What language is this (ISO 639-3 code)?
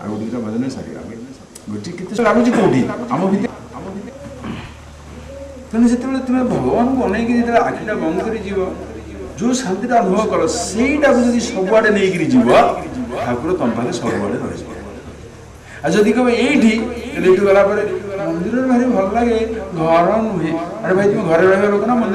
ori